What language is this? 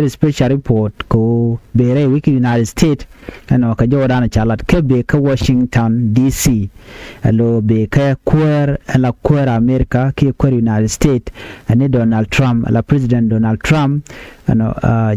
Nuer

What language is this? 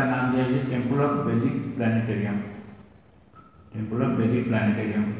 Odia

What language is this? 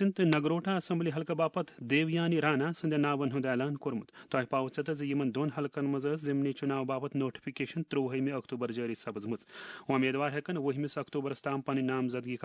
Kashmiri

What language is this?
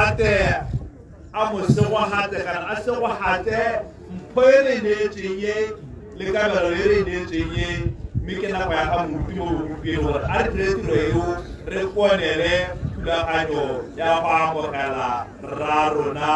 Tswana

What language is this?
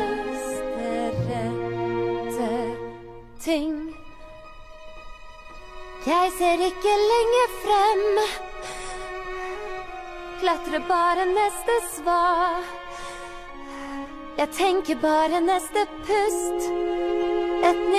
Norwegian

